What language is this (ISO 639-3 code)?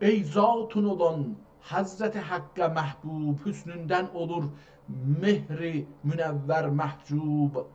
azb